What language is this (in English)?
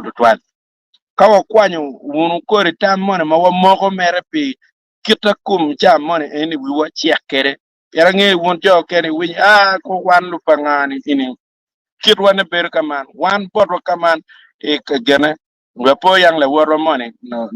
Acoli